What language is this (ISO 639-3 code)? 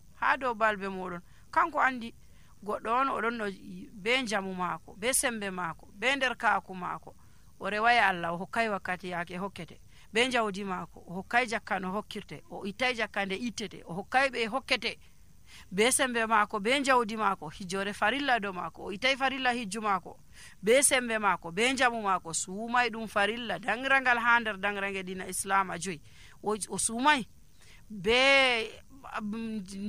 fuv